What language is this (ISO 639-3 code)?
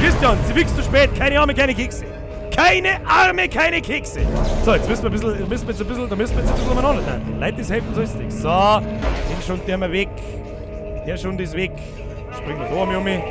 bar